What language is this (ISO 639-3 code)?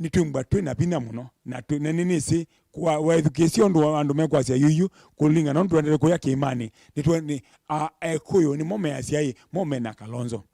kam